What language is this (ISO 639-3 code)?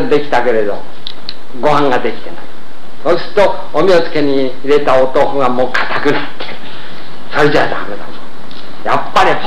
jpn